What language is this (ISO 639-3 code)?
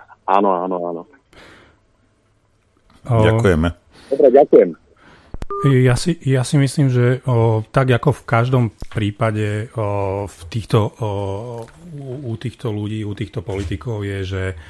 slk